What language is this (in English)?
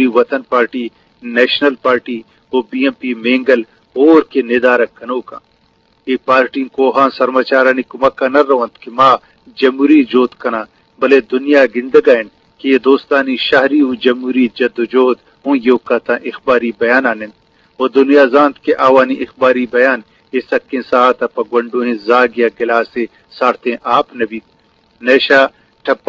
Eastern Balochi